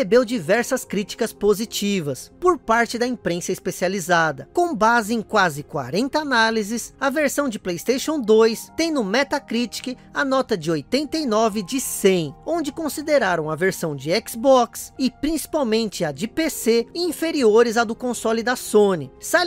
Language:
Portuguese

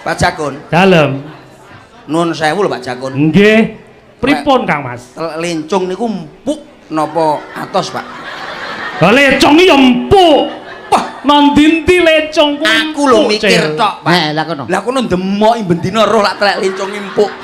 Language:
Javanese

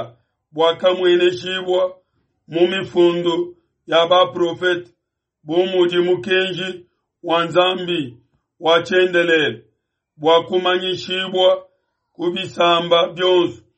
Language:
Luba-Lulua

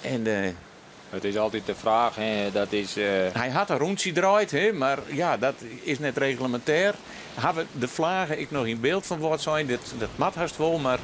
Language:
Western Frisian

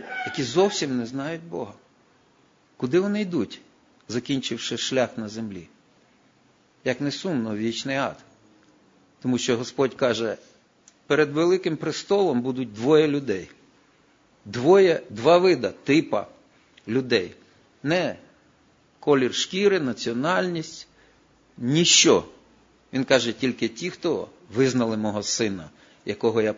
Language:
Ukrainian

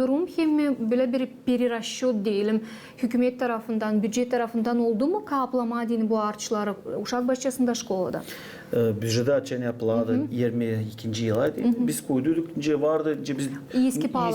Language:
Gagauz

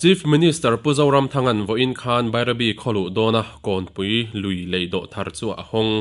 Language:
Mizo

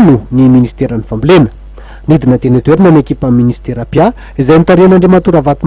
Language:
Malagasy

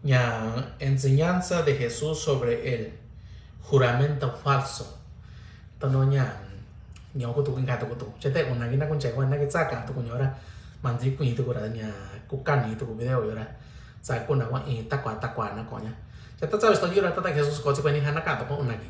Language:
Mixtepec Mixtec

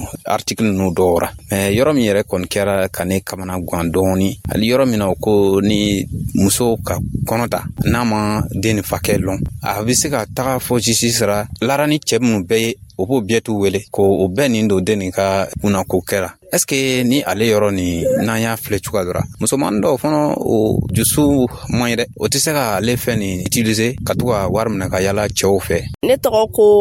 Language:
Dyula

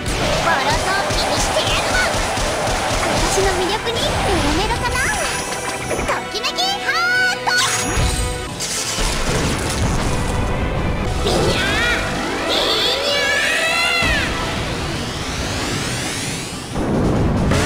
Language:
Japanese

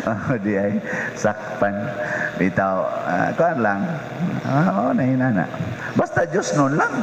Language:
Cebuano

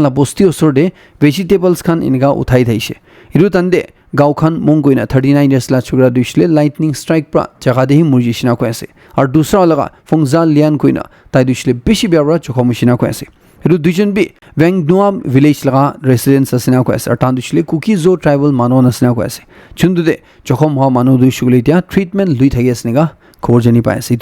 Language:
Naga Pidgin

